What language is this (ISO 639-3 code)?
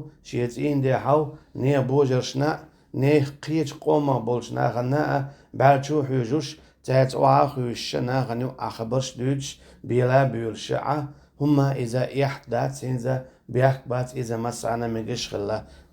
che